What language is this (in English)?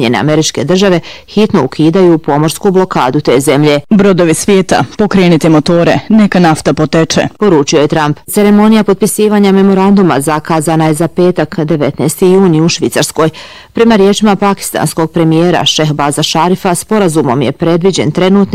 Bosnian